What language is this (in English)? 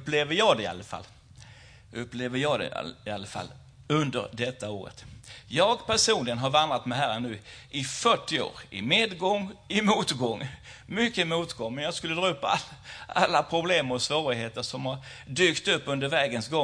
Swedish